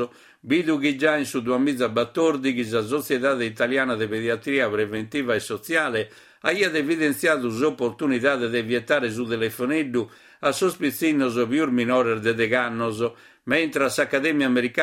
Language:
Sardinian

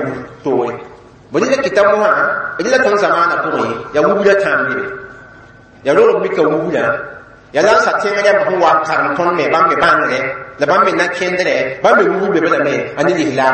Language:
Mossi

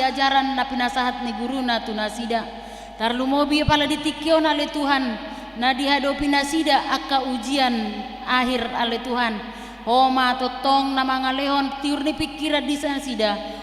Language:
Batak Toba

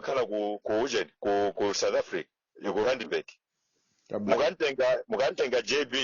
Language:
Nyanja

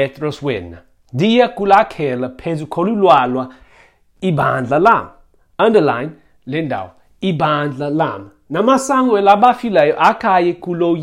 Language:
Xhosa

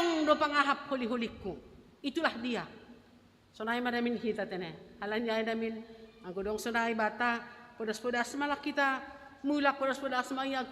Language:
Batak Simalungun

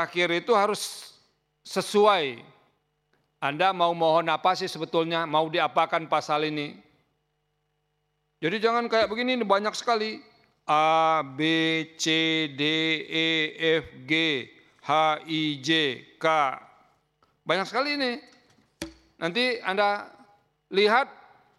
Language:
Indonesian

